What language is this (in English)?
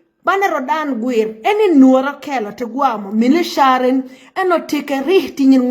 Nuer